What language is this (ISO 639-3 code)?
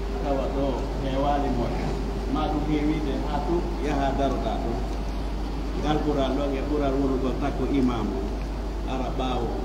fuf